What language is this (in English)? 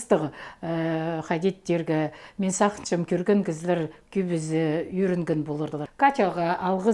Khakas